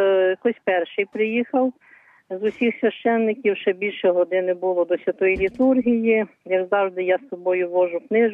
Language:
Ukrainian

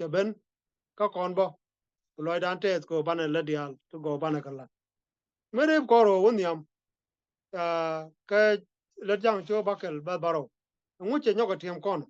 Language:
Nuer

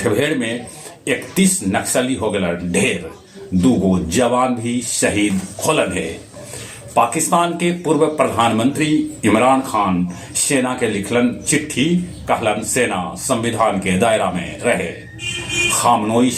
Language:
Magahi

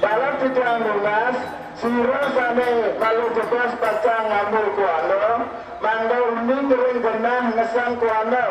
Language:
Balinese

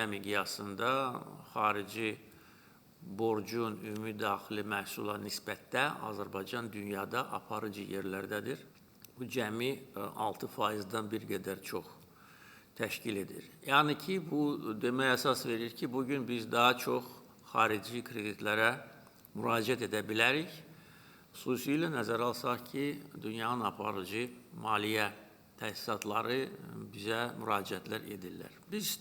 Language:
Azerbaijani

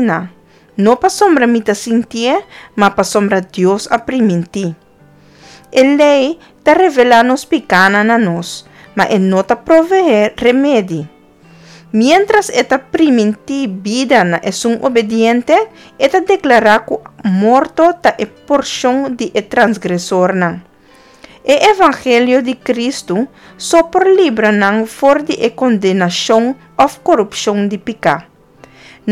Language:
Papiamento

